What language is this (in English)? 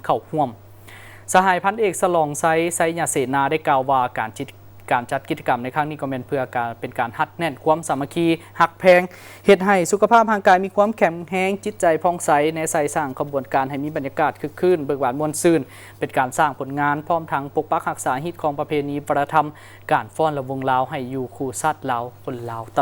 Lao